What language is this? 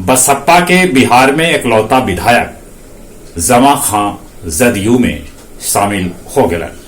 Magahi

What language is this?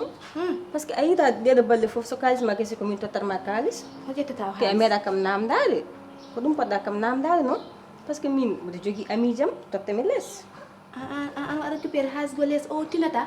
Fula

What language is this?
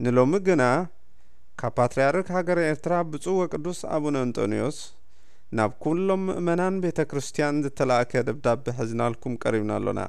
Tigrinya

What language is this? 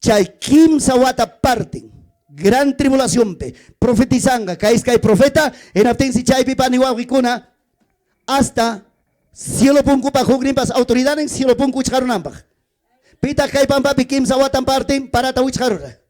Ayacucho Quechua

